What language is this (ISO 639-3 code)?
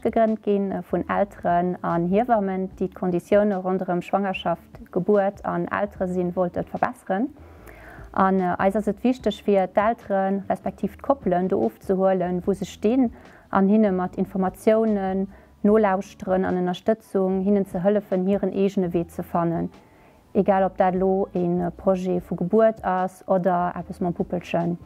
ltz